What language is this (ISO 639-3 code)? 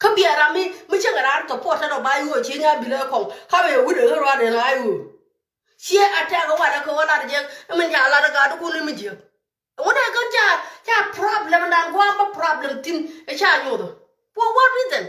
nus